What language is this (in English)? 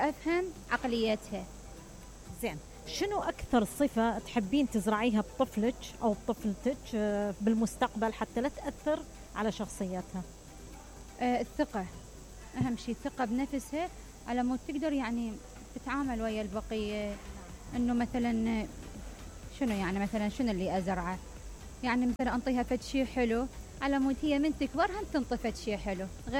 Mesopotamian Arabic